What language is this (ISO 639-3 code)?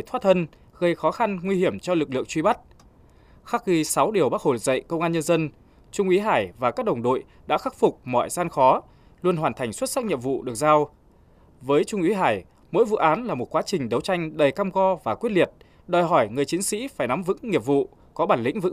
vie